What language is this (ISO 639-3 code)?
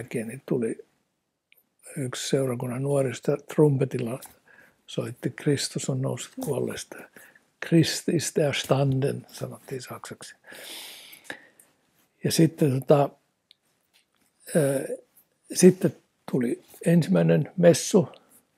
fin